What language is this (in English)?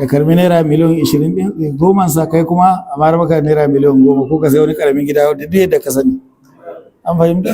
Hausa